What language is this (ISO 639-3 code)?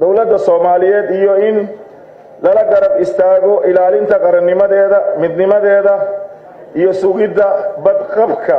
som